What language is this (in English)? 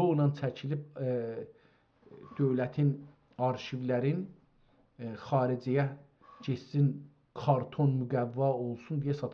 South Azerbaijani